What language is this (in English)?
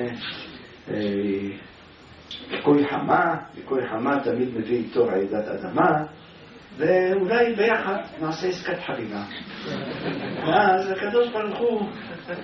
Hebrew